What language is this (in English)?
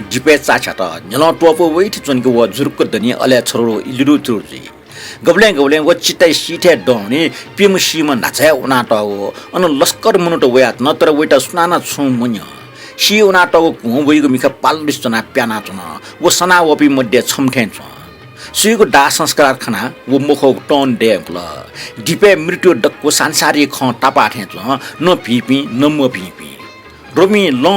Newari